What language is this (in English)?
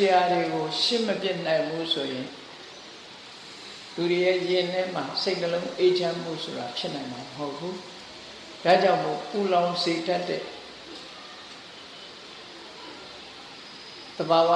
Burmese